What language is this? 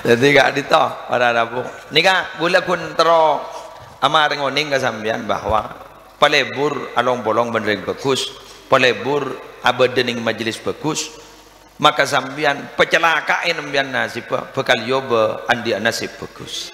Madurese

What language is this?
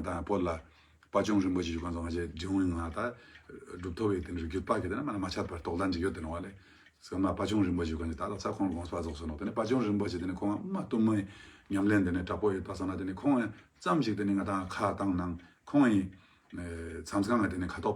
Ladakhi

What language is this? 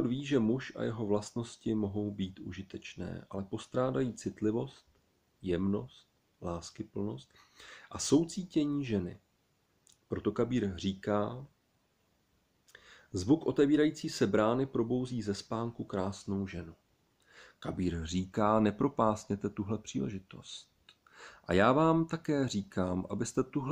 Czech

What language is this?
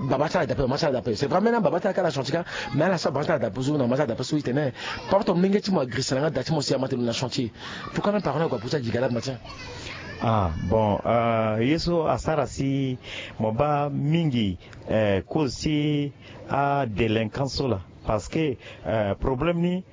Sango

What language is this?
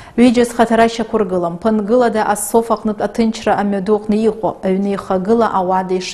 Abkhazian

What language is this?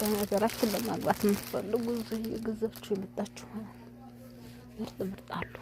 Amharic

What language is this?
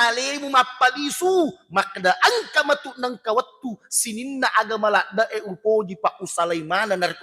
Buginese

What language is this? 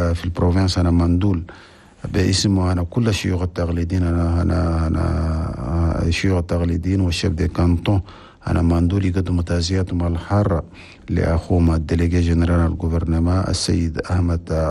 Chadian Arabic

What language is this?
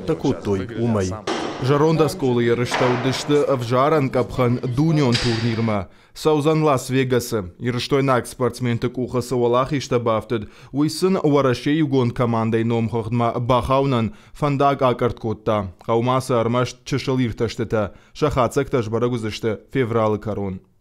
Ossetic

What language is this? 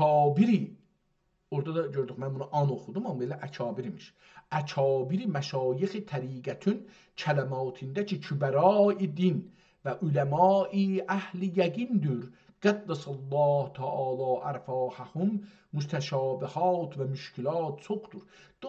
South Azerbaijani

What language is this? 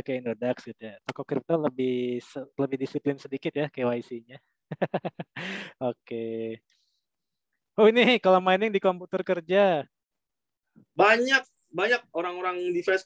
Indonesian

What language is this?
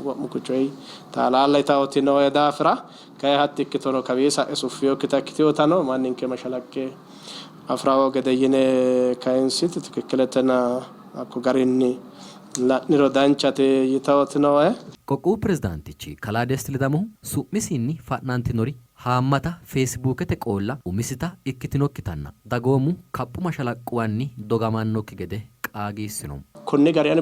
Sidamo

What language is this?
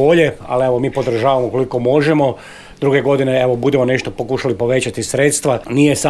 Croatian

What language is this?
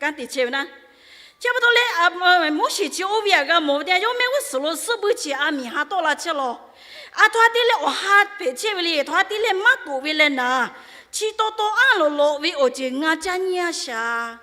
Lahu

